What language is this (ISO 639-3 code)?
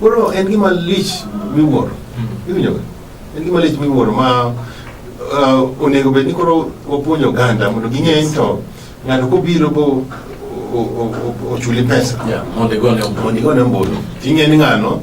luo